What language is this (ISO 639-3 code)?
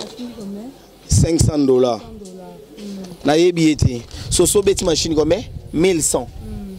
lin